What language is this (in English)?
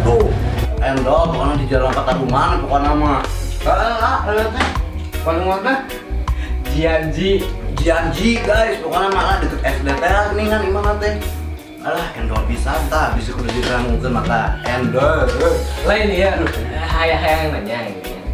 Sundanese